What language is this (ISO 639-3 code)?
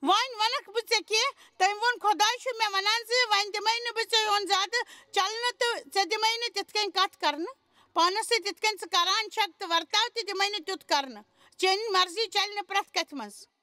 kas